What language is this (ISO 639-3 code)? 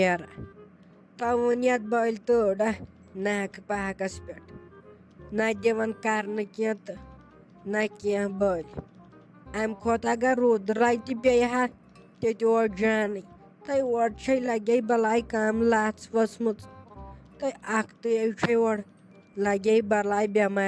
kas